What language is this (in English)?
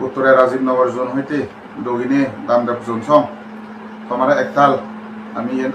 Chakma